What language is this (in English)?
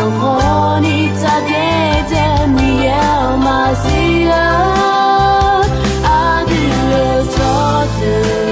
Akha